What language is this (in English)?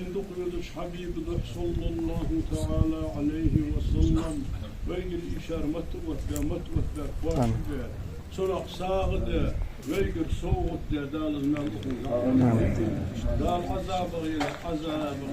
Ingush